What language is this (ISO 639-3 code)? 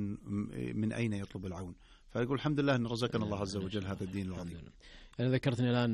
ara